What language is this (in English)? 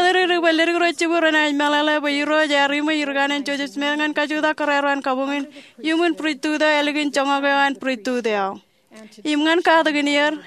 Marshallese